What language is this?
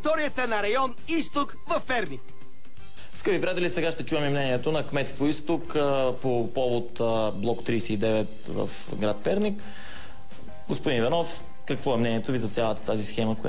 Bulgarian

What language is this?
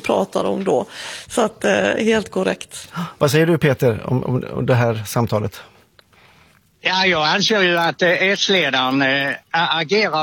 Swedish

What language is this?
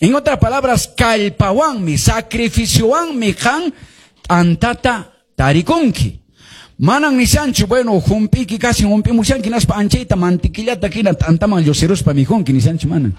Quechua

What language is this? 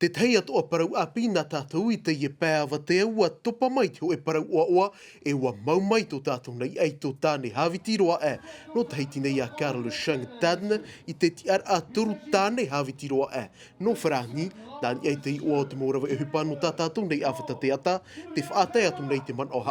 Tahitian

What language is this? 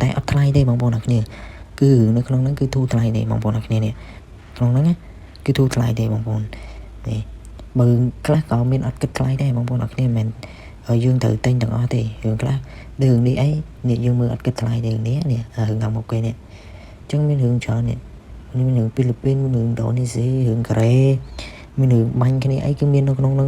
Khmer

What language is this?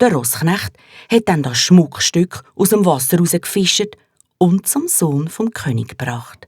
Swiss German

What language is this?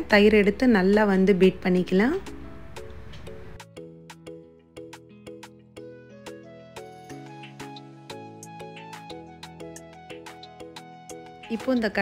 Tamil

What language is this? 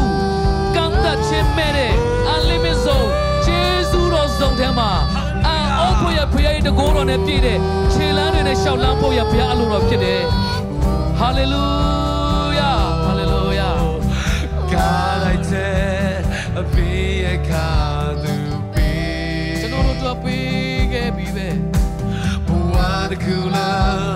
Burmese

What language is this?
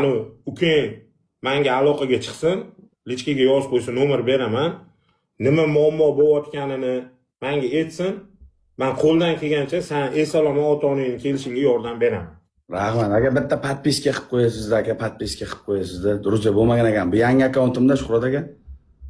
Uzbek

